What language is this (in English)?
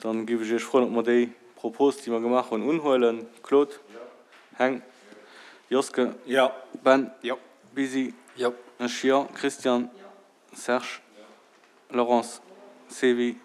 Luxembourgish